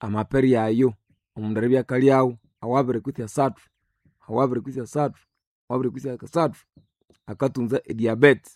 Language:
Nande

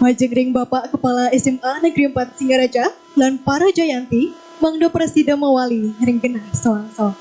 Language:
Balinese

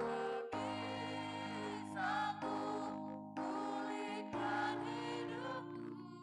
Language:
Batak Simalungun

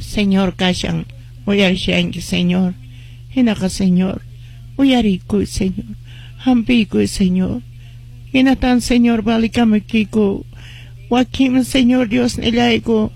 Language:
Quechua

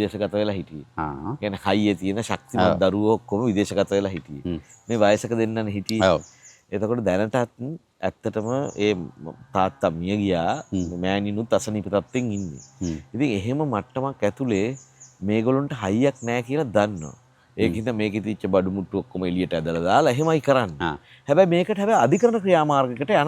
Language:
Sinhala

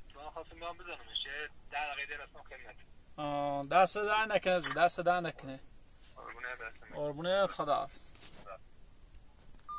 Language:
Persian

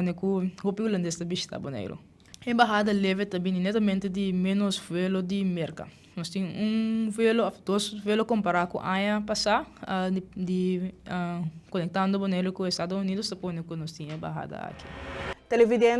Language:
Papiamento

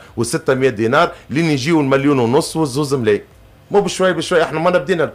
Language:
Tunisian Arabic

